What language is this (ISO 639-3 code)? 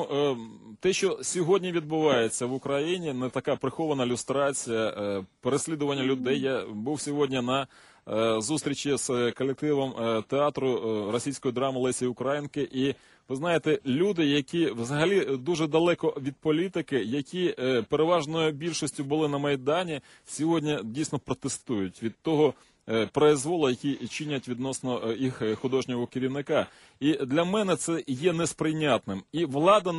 ukr